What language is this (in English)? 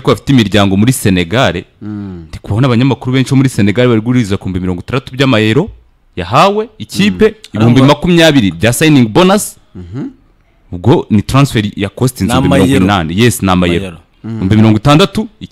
Kinyarwanda